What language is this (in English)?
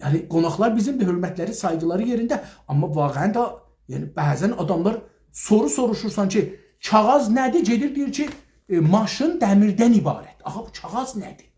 South Azerbaijani